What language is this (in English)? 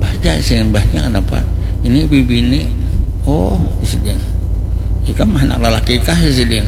Banjar